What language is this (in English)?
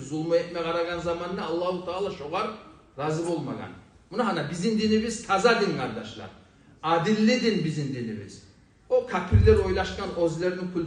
Kumyk